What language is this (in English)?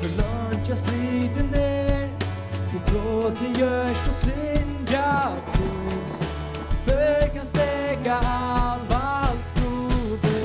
Faroese